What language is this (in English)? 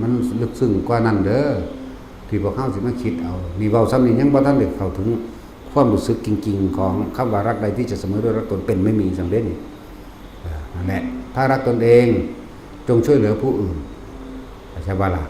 Northeastern Thai